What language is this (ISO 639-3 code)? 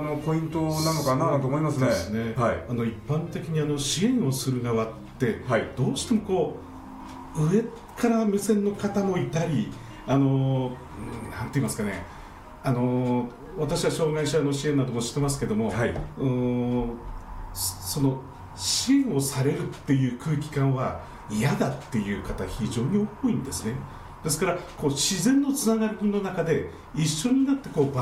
jpn